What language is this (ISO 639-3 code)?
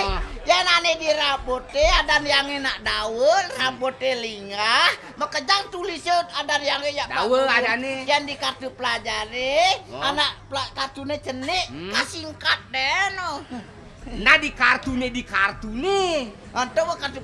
ban